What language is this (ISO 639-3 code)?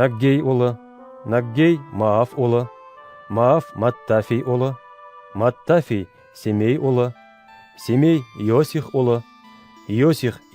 bak